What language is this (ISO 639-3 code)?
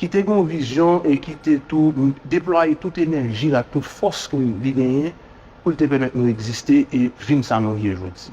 hat